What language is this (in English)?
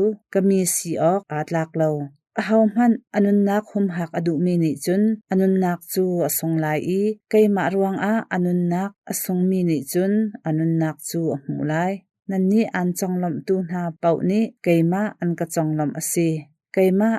Hakha Chin